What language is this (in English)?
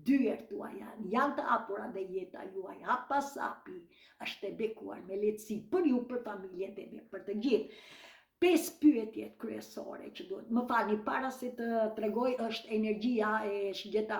Albanian